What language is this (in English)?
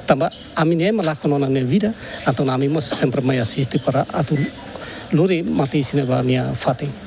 Tetum